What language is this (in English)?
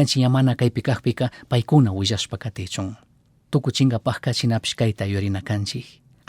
Chimborazo Highland Quichua